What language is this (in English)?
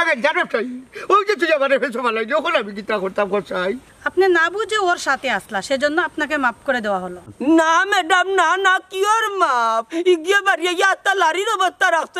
Sylheti